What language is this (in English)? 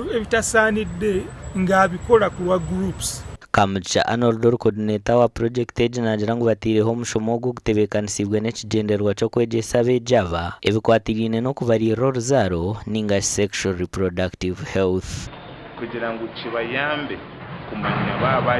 Nyankole